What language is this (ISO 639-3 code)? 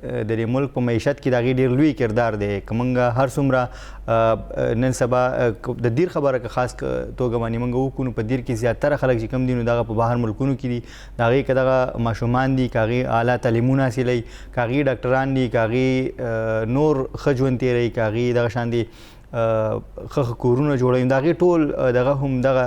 pus